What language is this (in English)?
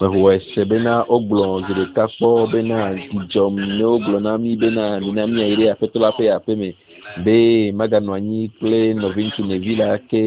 Ewe